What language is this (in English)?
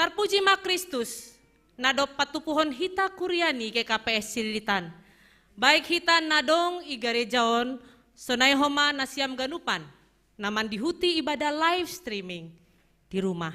Batak Simalungun